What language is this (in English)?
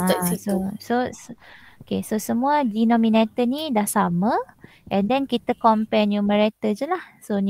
Malay